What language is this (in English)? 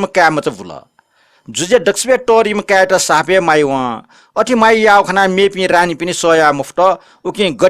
Newari